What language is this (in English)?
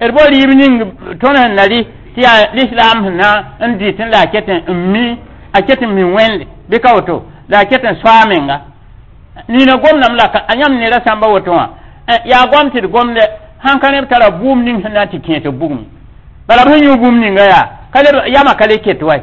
Mossi